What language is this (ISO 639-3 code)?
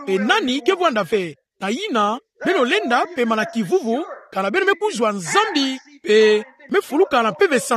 ktu